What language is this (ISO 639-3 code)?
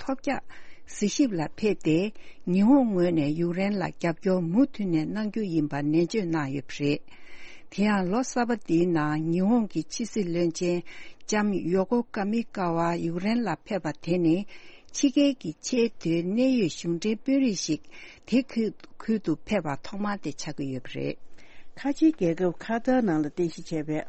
bod